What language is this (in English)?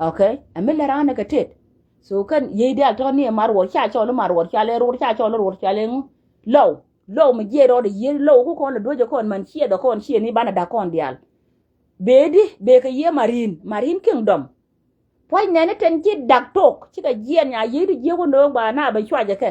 Nuer